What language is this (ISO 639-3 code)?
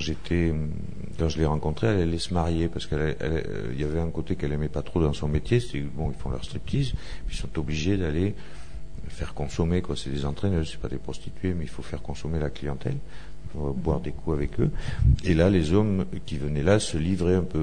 fra